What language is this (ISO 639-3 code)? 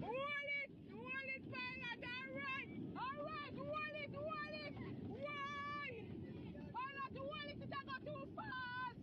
jam